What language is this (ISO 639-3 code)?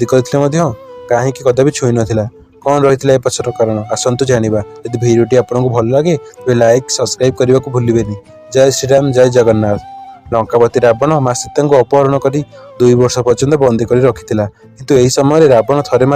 ori